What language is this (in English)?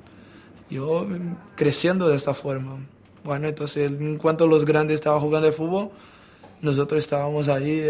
Spanish